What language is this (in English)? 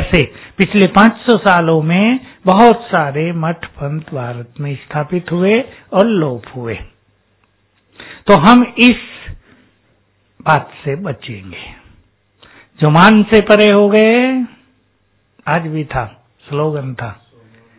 Hindi